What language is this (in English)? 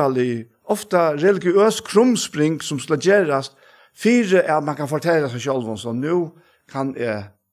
Faroese